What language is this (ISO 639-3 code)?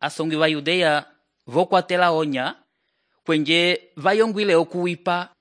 umb